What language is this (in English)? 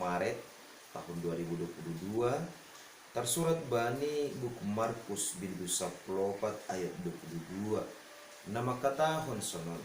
Batak Simalungun